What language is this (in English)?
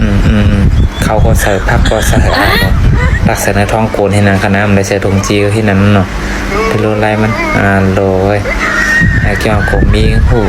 Shan